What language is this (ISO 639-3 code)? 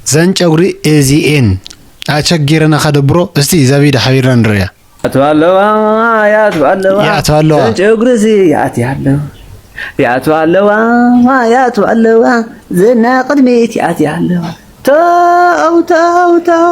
tir